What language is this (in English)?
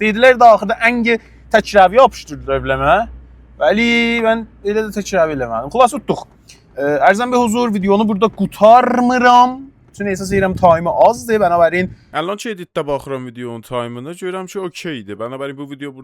South Azerbaijani